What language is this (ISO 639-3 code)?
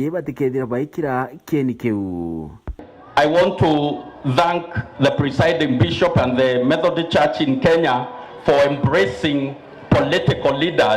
mer